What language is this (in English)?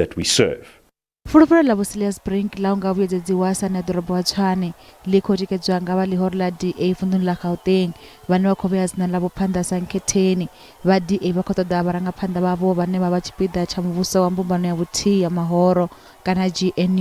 Venda